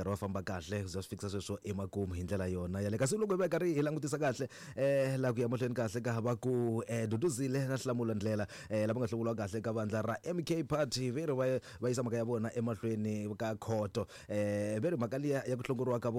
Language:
Tsonga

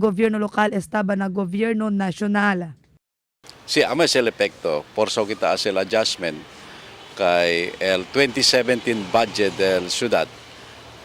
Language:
Chavacano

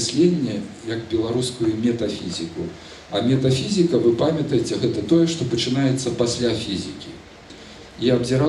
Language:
Belarusian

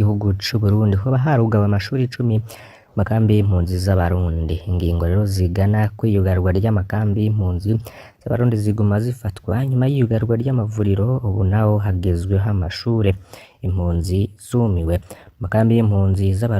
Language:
Rundi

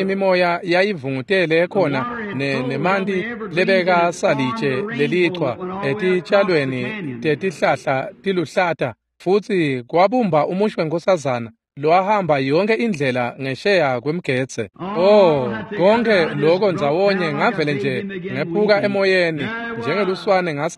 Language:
Swati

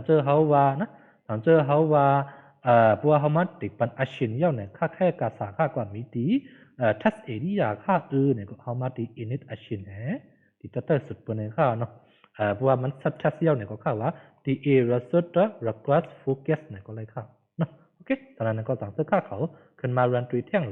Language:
Shan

